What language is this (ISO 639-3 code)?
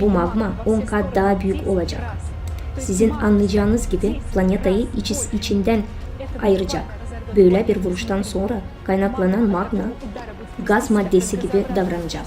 gag